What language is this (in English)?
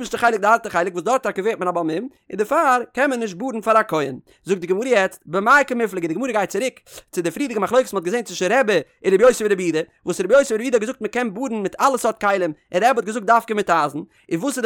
Yiddish